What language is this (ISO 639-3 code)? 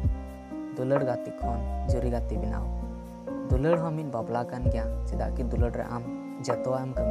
sat